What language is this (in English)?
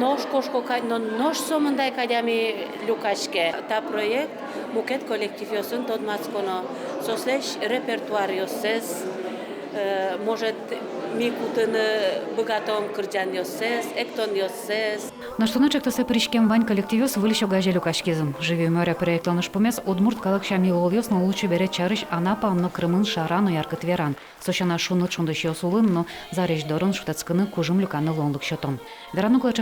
Udmurt